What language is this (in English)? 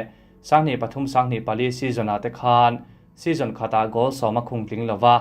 Mizo